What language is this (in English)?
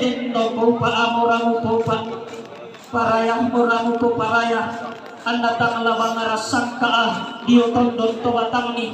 Toraja-Sa'dan